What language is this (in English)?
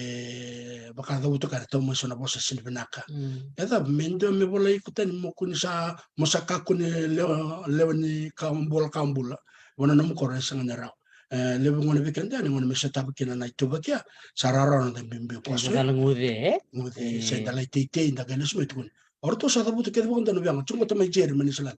Fijian